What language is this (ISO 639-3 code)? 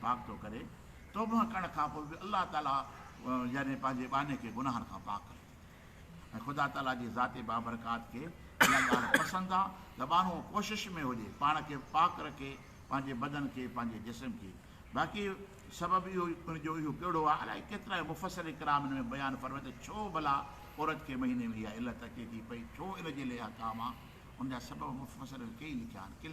snd